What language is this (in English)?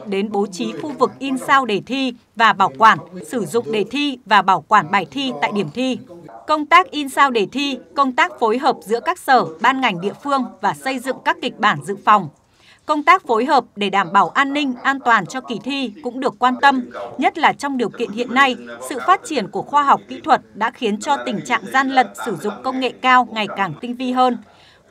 Vietnamese